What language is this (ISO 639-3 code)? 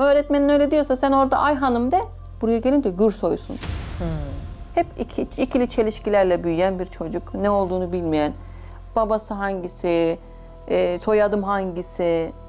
tur